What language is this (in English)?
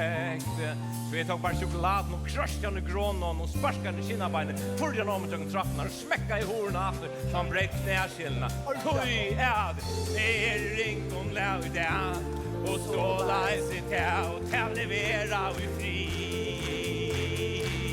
Faroese